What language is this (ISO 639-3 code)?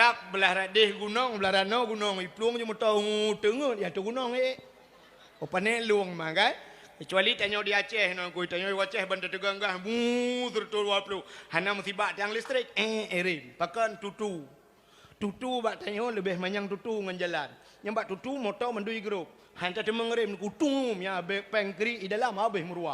ace